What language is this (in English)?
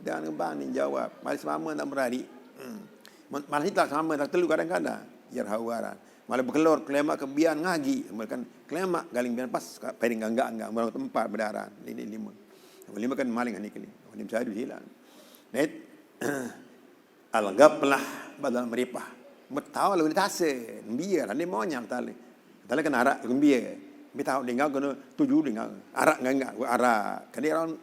Sasak